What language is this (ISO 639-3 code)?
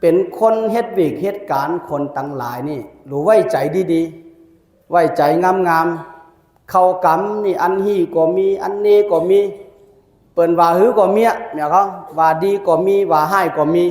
shn